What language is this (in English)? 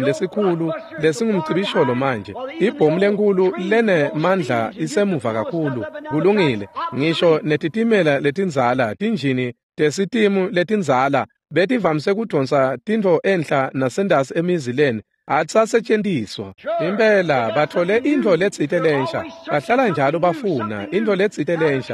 Swati